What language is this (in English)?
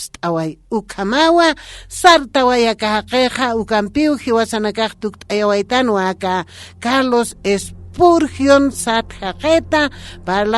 Aymara